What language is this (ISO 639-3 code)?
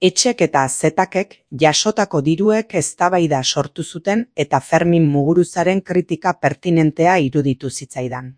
eus